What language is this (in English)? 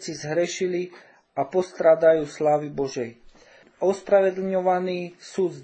Slovak